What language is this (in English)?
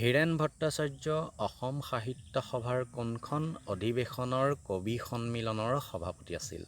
Assamese